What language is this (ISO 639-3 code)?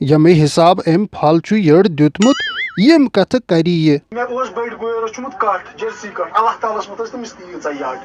kas